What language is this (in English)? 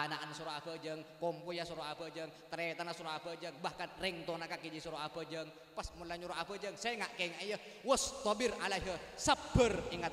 Madurese